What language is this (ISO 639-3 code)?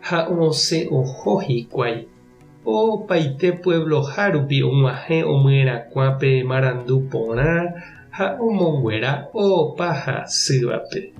grn